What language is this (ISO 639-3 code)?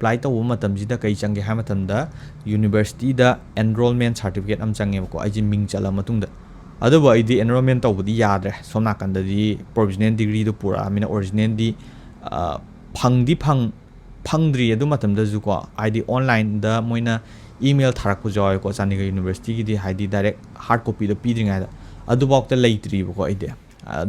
mni